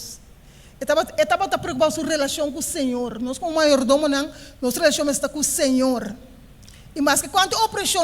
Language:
Papiamento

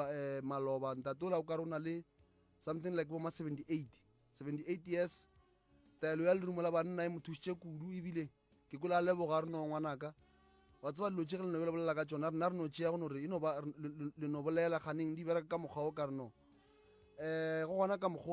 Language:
Northern Sotho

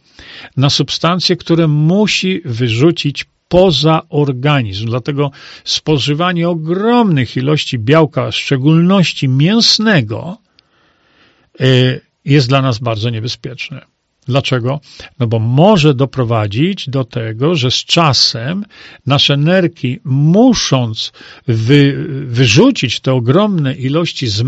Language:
Polish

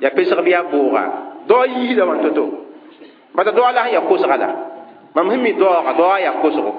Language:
Mossi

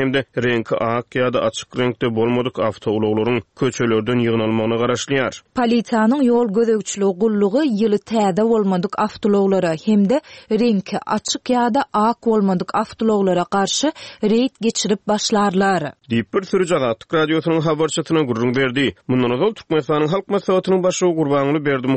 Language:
Turkmen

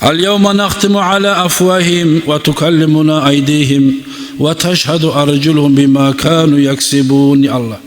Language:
Kumyk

